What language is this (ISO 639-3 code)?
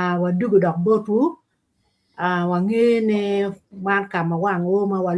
ach